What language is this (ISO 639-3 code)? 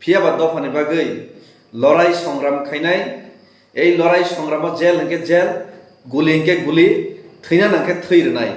trp